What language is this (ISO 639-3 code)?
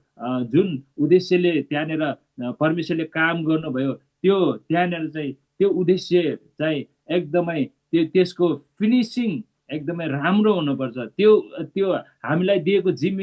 nep